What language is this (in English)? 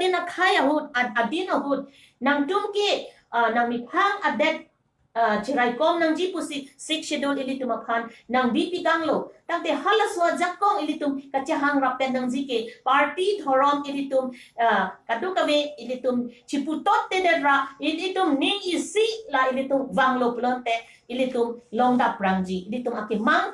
Karbi